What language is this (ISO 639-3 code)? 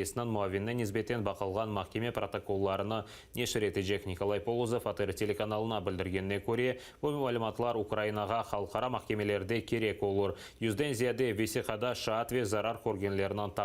crh